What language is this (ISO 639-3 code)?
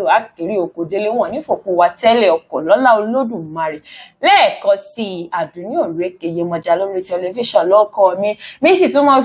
yor